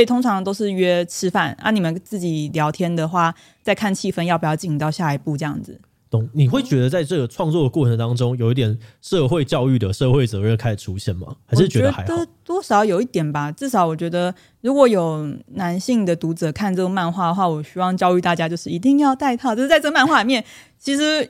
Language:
Chinese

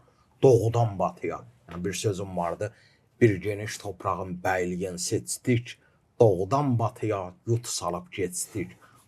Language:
Gagauz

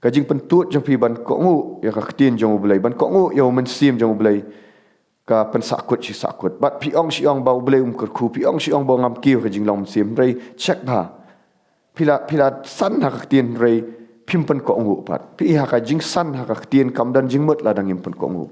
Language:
Khasi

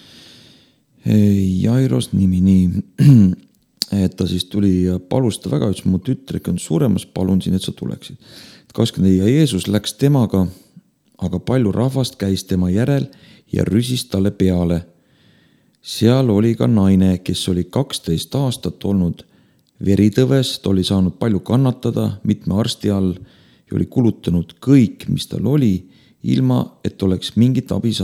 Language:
Estonian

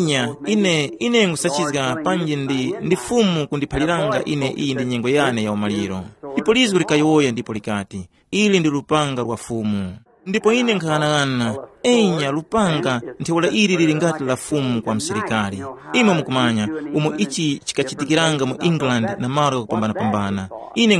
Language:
Tumbuka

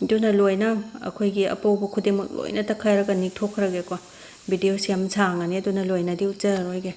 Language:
Manipuri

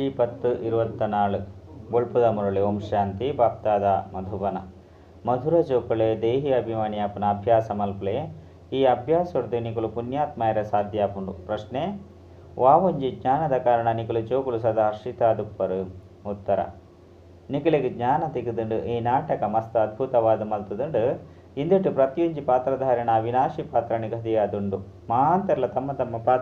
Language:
Tulu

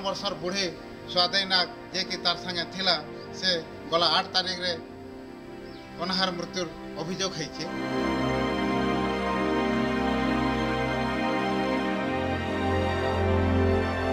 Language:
Odia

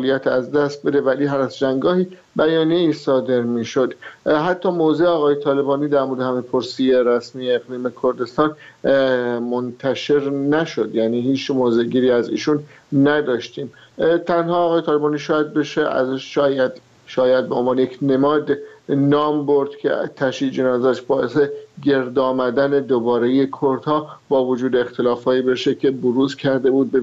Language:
Persian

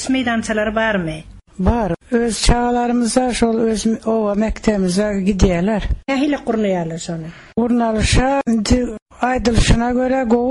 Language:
Turkmen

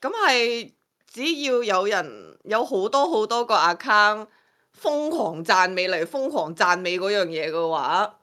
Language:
Cantonese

